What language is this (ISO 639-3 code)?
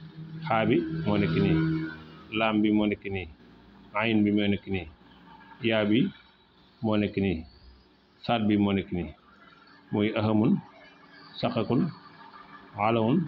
wol